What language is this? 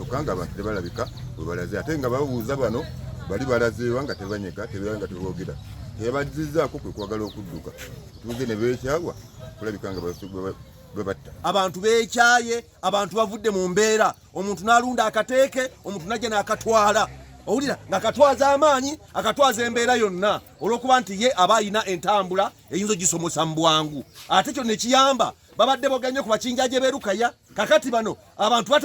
Ganda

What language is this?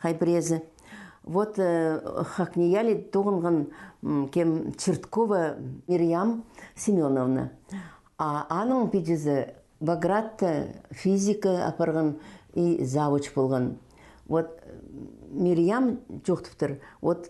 Khakas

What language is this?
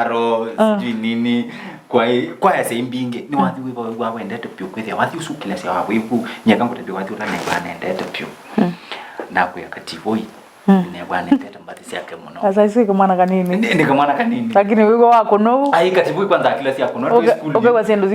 Kamba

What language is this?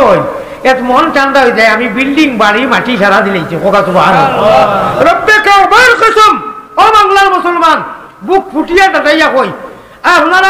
Sylheti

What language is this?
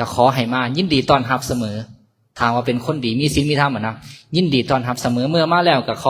Lao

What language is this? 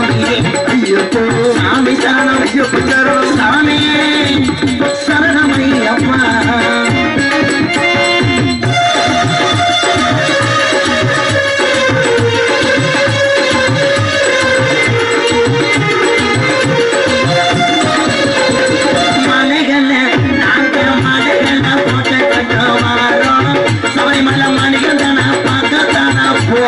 Tamil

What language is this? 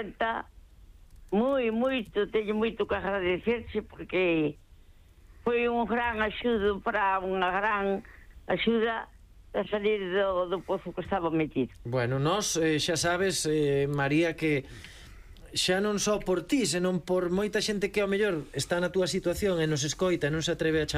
Galician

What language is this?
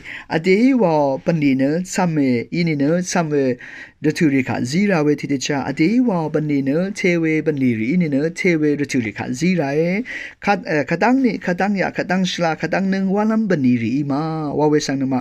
Rawang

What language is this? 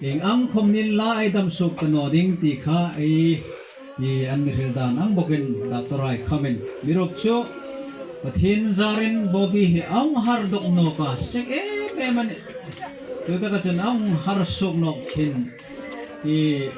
Hmar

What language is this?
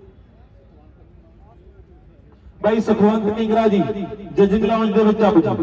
Punjabi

